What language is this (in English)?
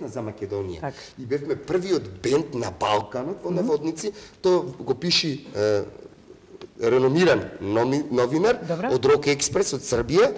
Macedonian